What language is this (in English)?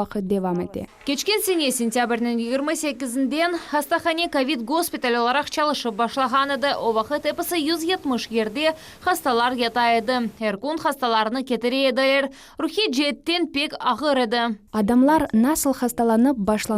Crimean Tatar